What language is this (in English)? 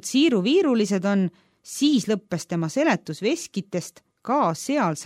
Estonian